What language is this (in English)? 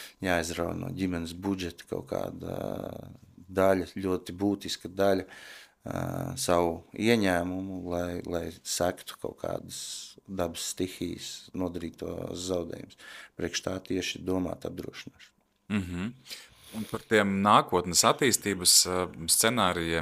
Latvian